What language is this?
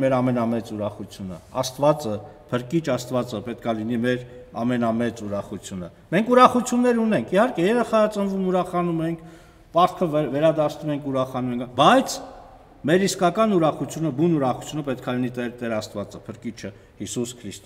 Armenian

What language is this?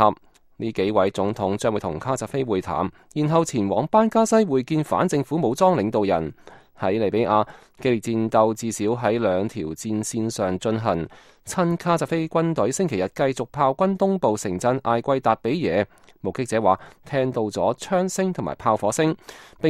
Cantonese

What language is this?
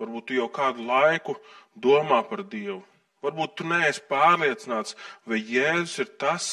Latvian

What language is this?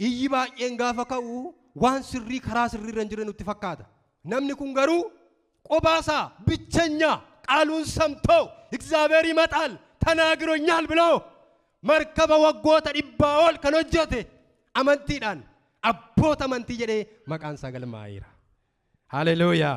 Oromo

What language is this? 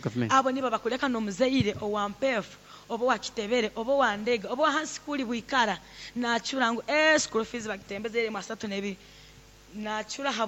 Nyoro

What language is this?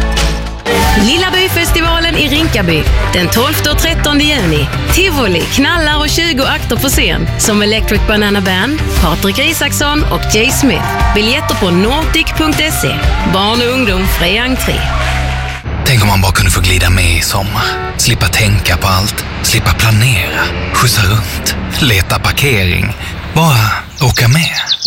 Swedish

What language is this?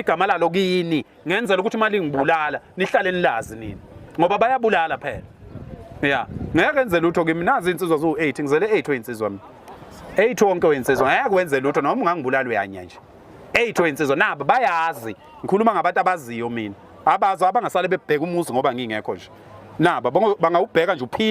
Zulu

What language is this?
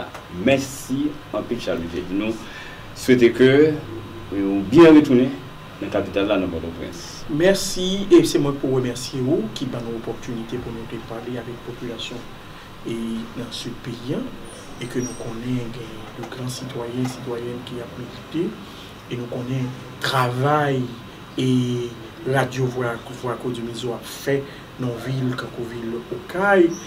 Haitian Creole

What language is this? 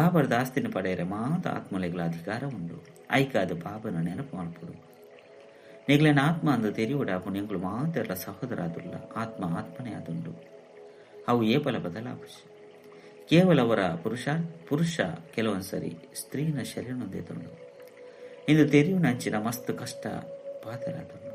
Tulu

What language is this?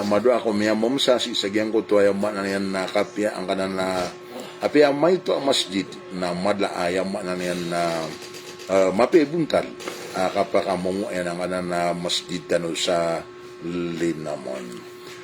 Maranao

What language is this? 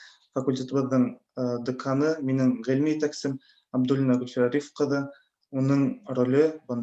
Bashkir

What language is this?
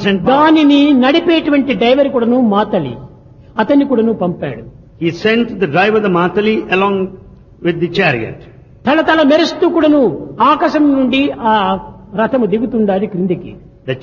Telugu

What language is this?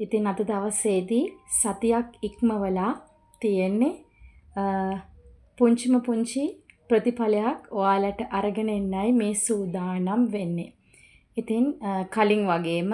Sinhala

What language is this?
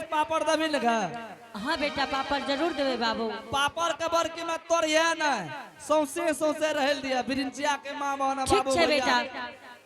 Angika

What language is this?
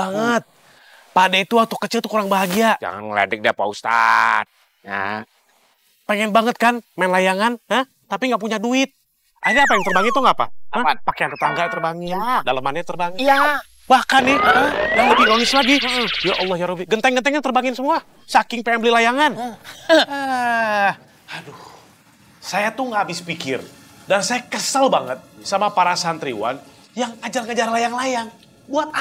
Betawi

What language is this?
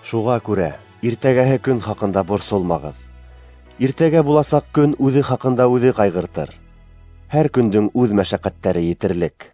Bashkir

